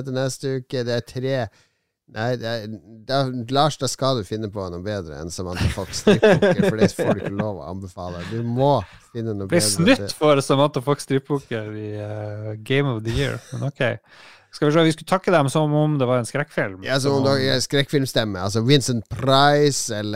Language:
Norwegian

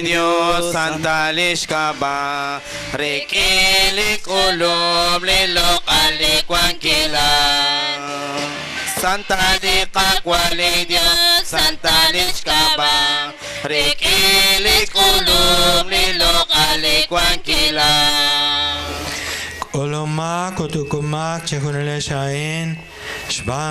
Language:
Kekchí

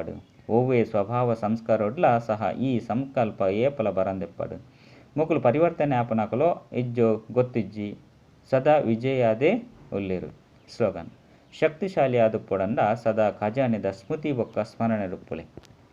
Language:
Tulu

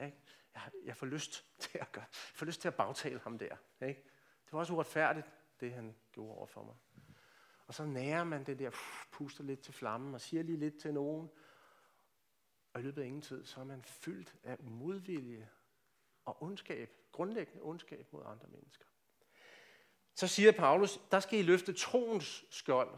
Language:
Danish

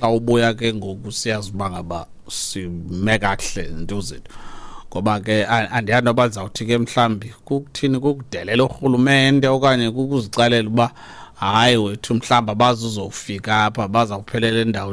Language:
Xhosa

